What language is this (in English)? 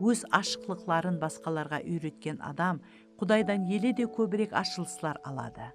Kara-Kalpak